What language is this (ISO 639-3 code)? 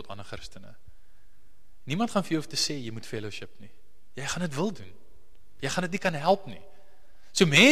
afr